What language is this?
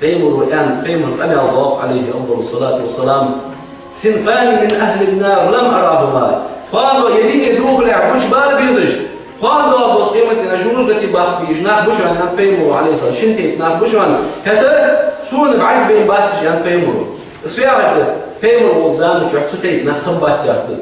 Ingush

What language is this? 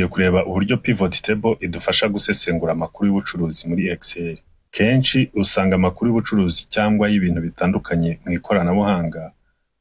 Kinyarwanda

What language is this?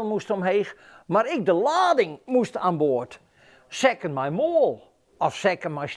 Western Frisian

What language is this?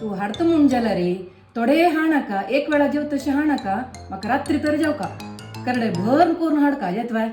Konkani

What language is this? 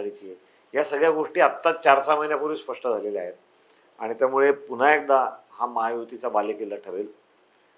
Marathi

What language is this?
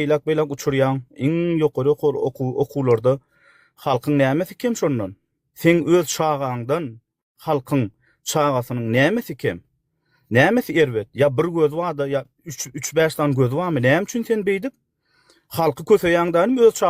Turkmen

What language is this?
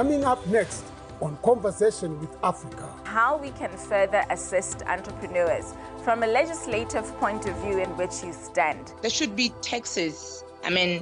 Tswana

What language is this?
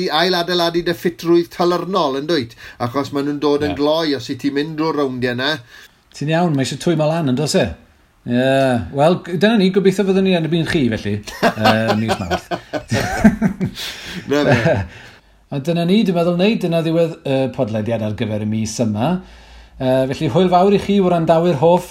Welsh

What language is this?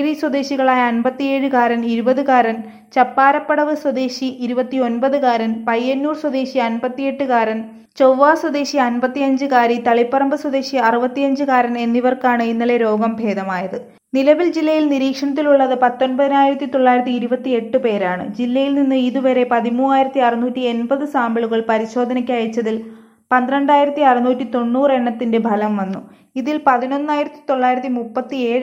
Malayalam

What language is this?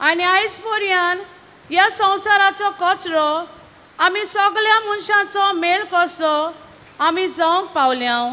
Konkani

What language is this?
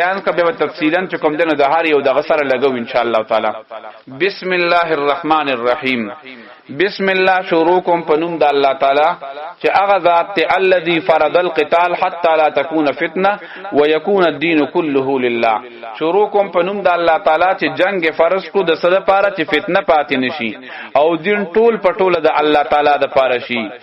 Pashto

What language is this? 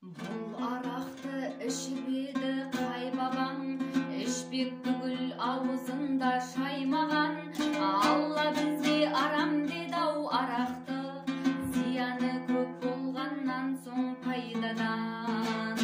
Kazakh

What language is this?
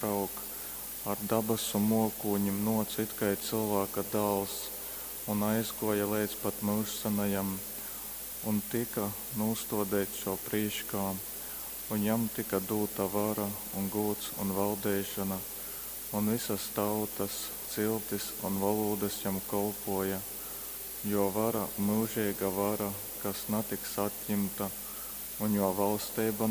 Latgalian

